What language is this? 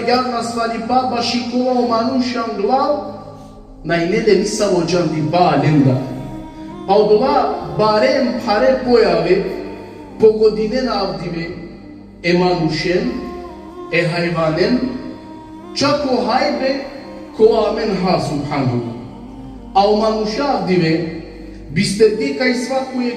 Balkan Romani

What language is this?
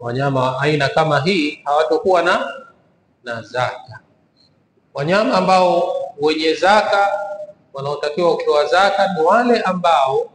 Swahili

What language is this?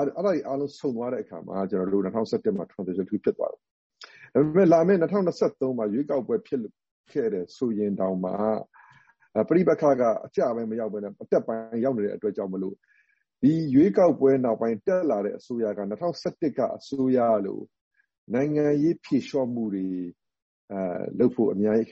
Burmese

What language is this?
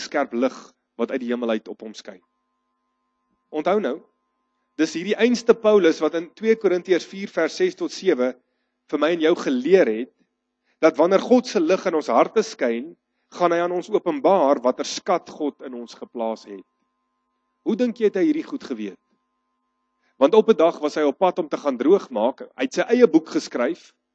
Afrikaans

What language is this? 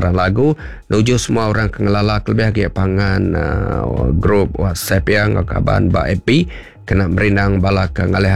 Iban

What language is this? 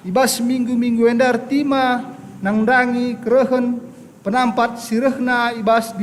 Batak Karo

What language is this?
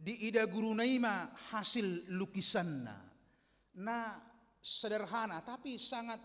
Batak Toba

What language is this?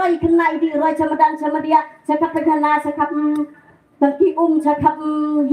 Khasi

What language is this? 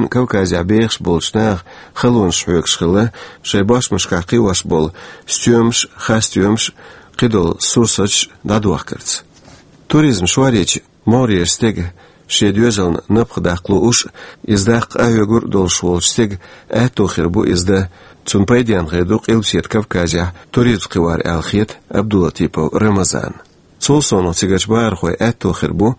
Chechen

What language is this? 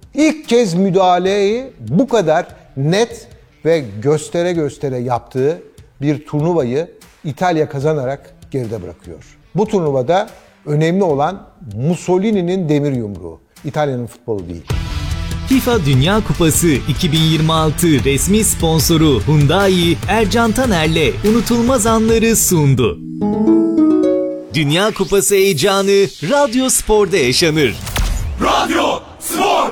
Turkish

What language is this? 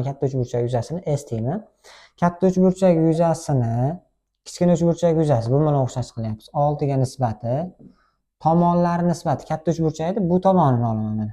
Uzbek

